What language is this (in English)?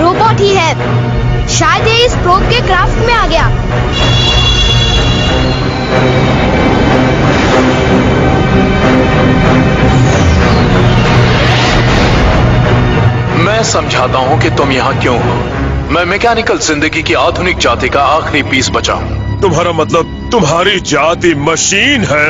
Hindi